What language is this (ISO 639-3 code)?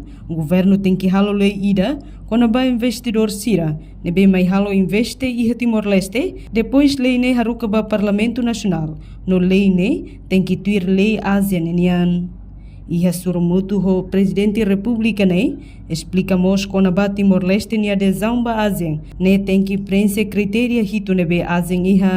tet